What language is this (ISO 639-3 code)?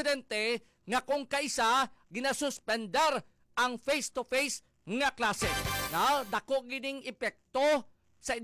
hil